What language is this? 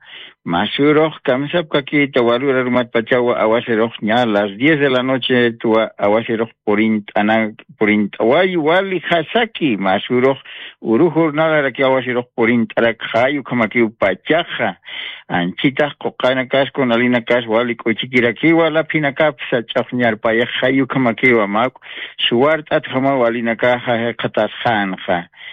Aymara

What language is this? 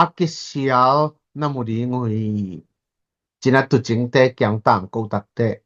Tedim Chin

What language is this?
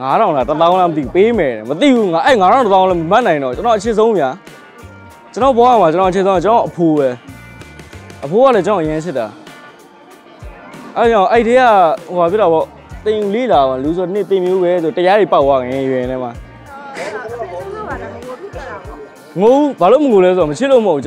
Burmese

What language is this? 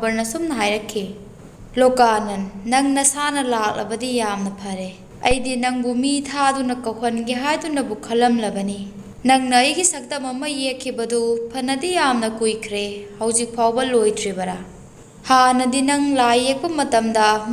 Manipuri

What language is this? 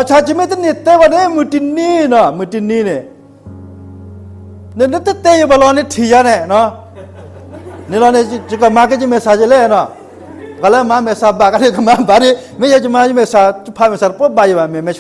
S'gaw Karen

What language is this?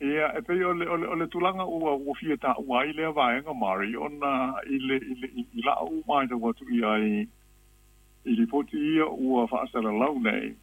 Samoan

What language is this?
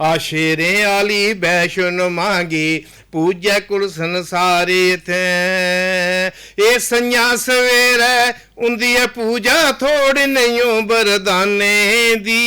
Dogri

